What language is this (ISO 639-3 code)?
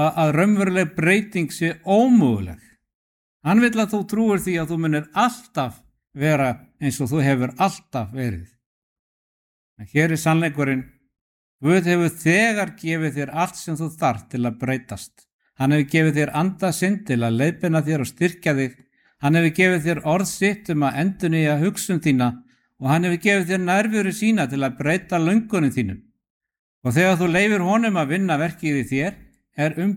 isl